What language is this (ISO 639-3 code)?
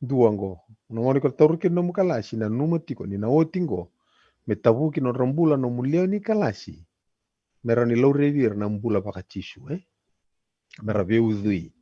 fij